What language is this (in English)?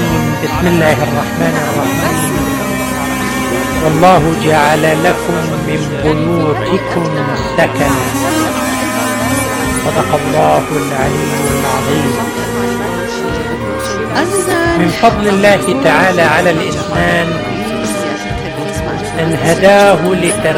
Arabic